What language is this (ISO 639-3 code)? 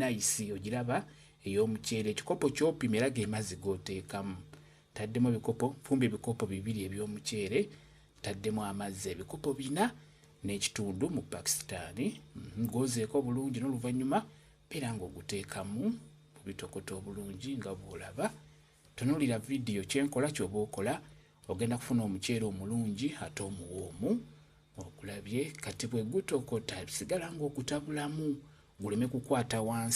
lug